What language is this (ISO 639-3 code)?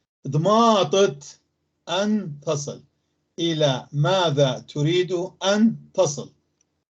apc